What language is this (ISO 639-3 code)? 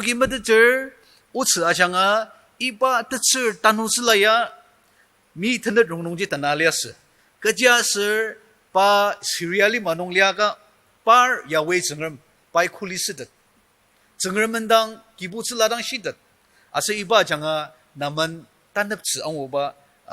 njo